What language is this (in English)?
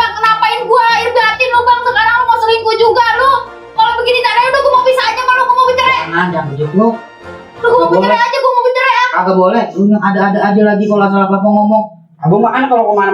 Betawi